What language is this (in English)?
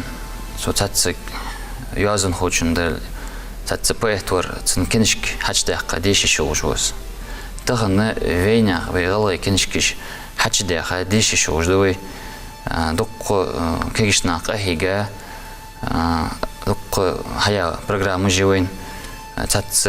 Ingush